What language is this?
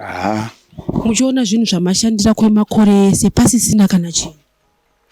Shona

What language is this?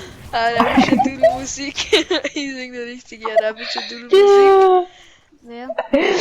Bavarian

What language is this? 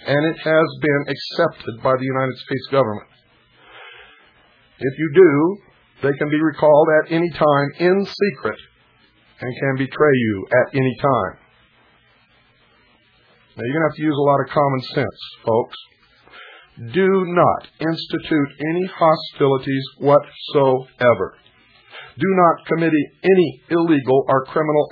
English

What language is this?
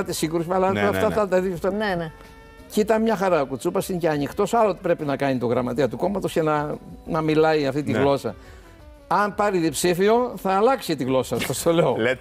Greek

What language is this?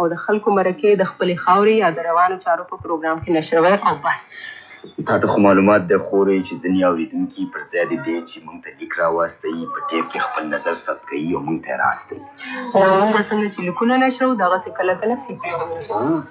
Pashto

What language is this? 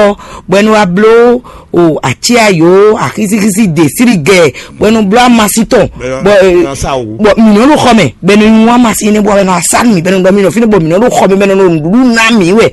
Fon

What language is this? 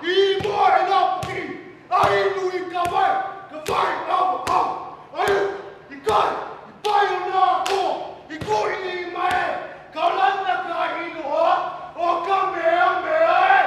Hawaiian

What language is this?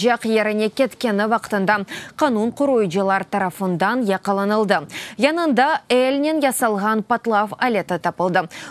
Crimean Tatar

